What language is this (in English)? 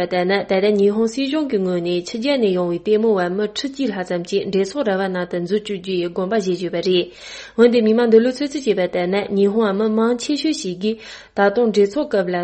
Tibetan